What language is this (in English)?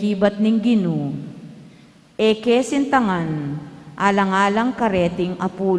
Pampanga